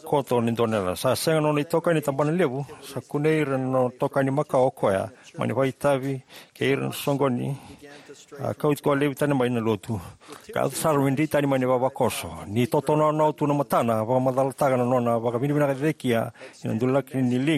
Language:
Fijian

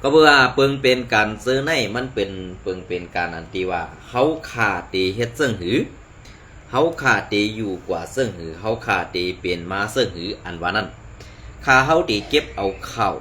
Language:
Shan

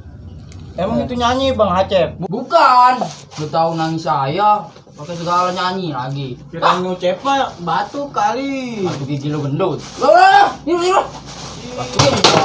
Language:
Betawi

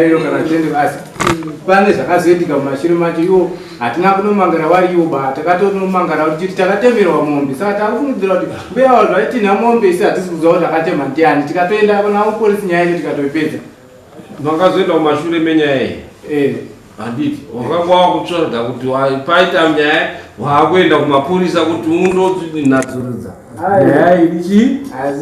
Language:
Shona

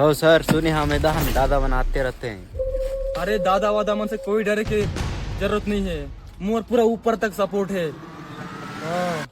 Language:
Chhattisgarhi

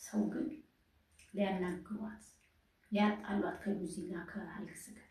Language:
Amharic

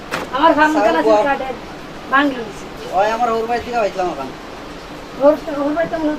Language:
Sylheti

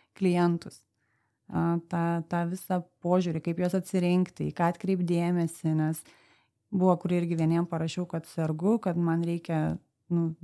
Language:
Lithuanian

